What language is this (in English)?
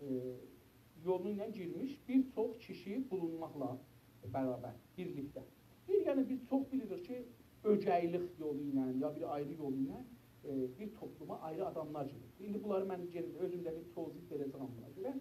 South Azerbaijani